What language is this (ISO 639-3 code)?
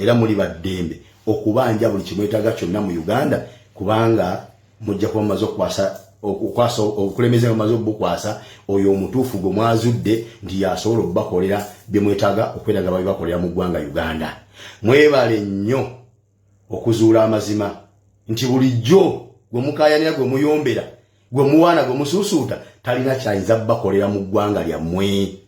lug